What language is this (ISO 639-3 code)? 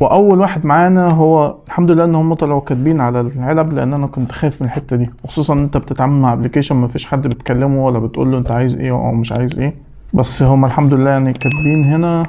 arz